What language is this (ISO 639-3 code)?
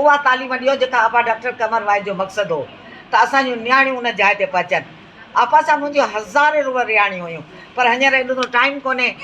snd